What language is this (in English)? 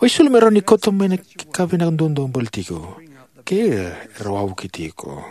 Fijian